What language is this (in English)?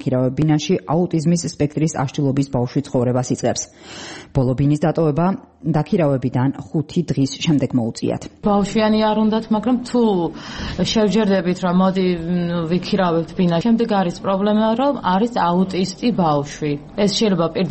Georgian